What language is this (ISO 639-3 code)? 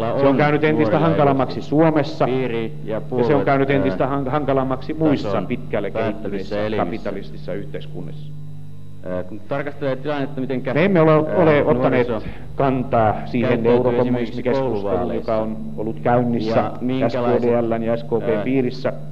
fin